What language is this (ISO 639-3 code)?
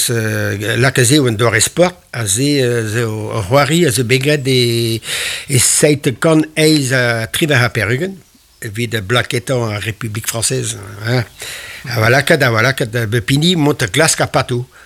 bre